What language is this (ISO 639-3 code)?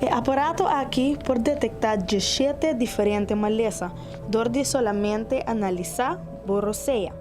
pap